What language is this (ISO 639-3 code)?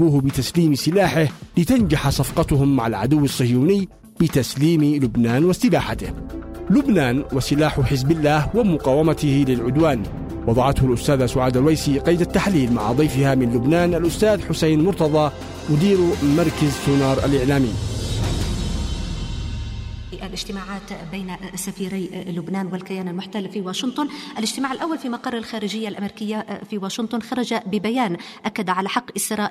ara